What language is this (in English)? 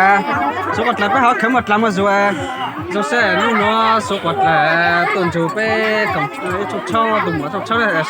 Hmong